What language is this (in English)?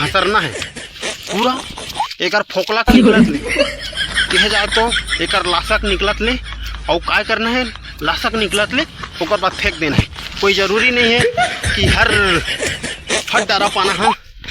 Chhattisgarhi